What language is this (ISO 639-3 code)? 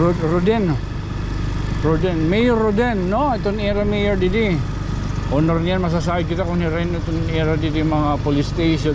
war